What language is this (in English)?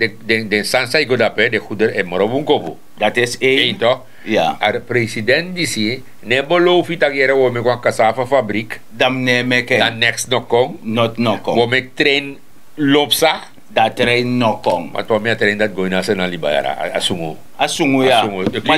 Sranan Tongo